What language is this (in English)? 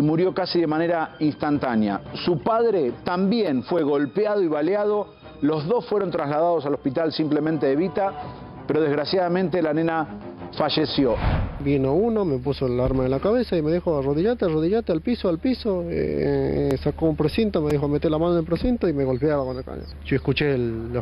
Spanish